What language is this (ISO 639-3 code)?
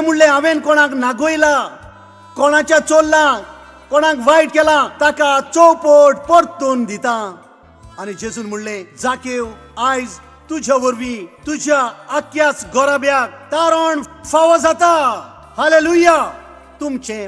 kok